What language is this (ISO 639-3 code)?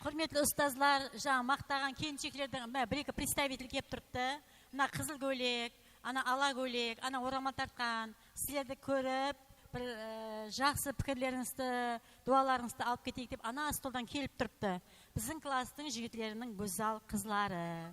kaa